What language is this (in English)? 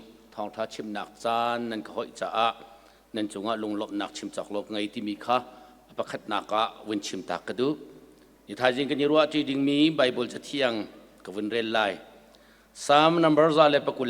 Hakha Chin